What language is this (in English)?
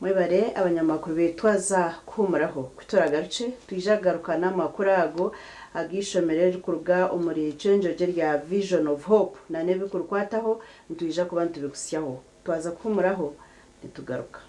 Nyankole